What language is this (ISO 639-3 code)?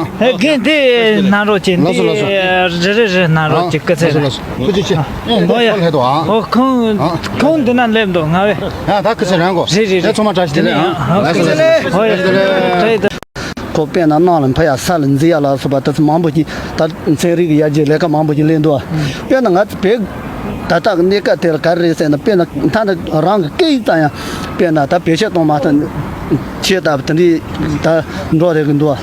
bod